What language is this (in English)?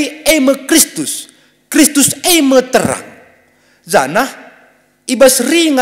Batak Karo